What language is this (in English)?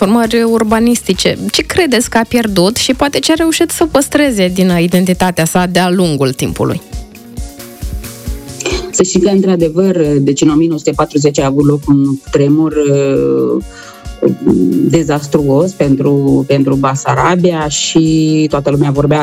Romanian